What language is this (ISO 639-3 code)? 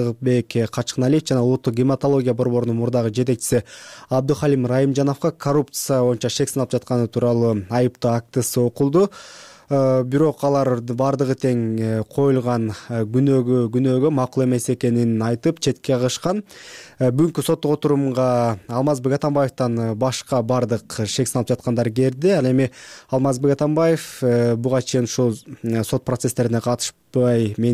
kir